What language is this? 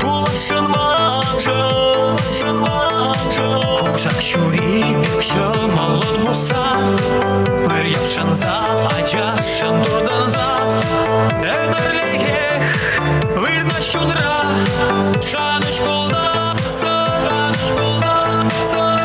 Chuvash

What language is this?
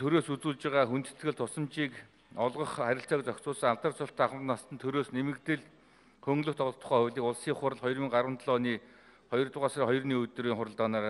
Mongolian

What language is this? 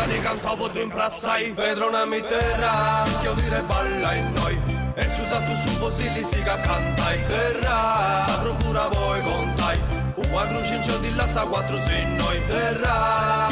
Sardinian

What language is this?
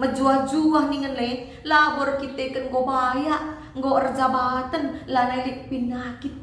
Batak Karo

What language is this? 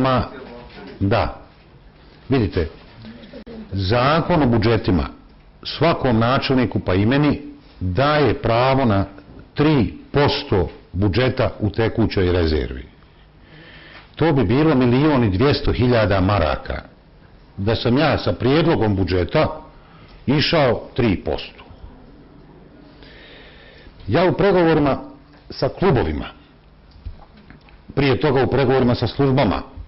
Bosnian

